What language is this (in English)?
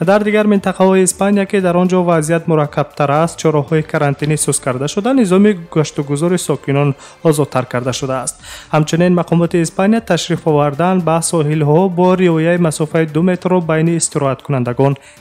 Tajik